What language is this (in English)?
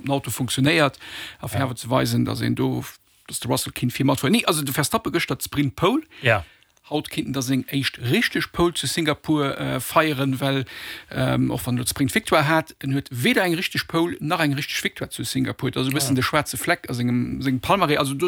Luxembourgish